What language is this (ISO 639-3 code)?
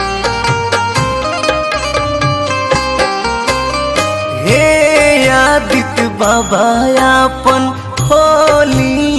bho